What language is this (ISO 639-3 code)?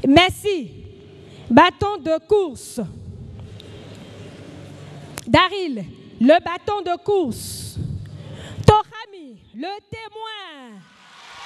fra